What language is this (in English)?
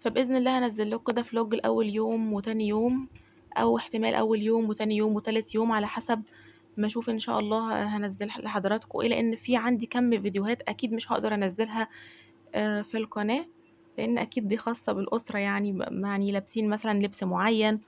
Egyptian Arabic